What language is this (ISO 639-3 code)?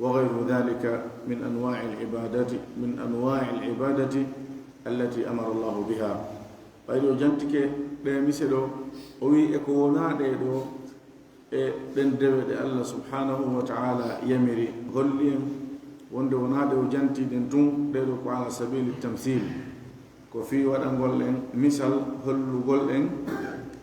ful